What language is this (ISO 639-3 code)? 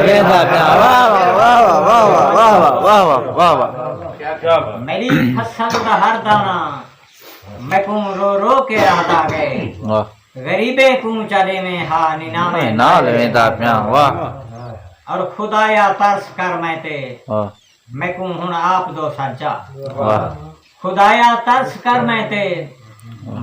skr